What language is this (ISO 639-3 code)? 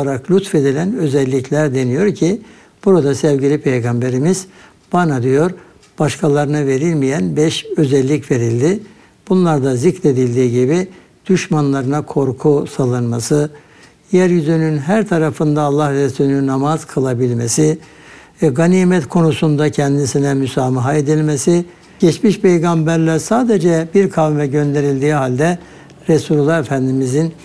tur